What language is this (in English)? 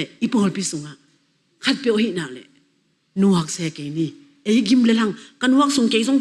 Tedim Chin